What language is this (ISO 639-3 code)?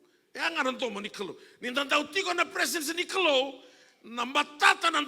fij